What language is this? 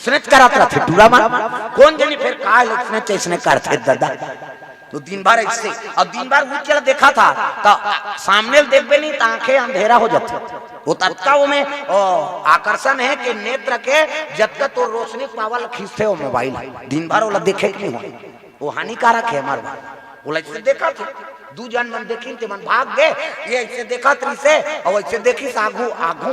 Chhattisgarhi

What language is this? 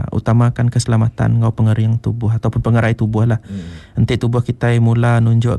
Iban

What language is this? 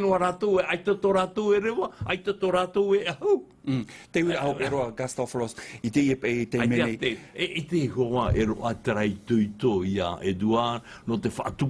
Tahitian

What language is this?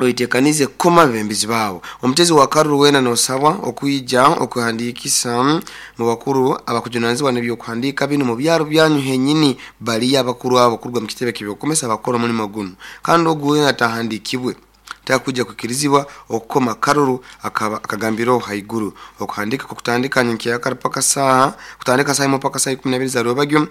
Nyoro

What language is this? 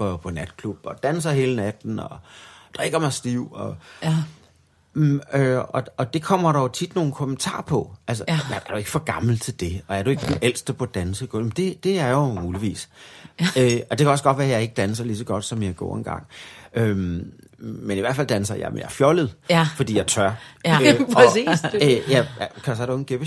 Danish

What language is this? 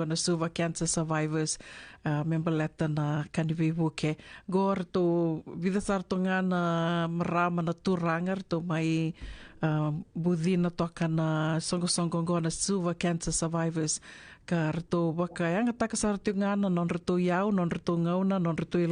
Fijian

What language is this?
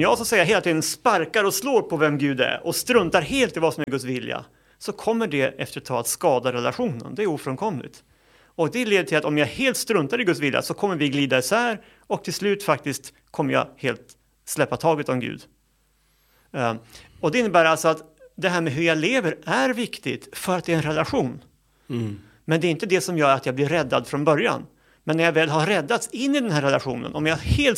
Swedish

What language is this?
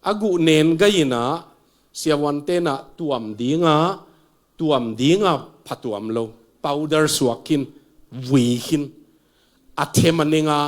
Tedim Chin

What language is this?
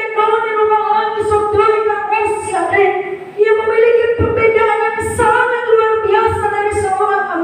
Nias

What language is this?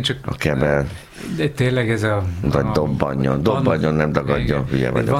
Hungarian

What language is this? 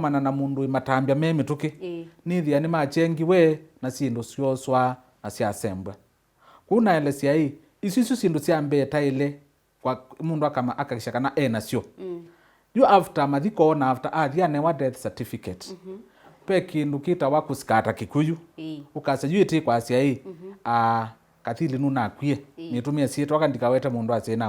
Kamba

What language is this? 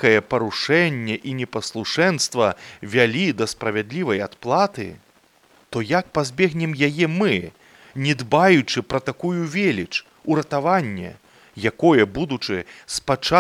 Belarusian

